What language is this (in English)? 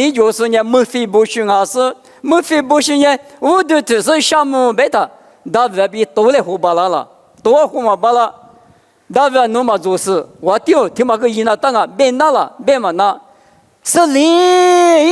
Lisu